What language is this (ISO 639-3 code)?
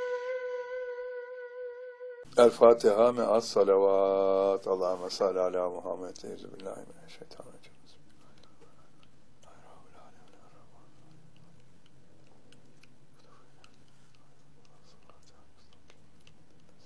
tur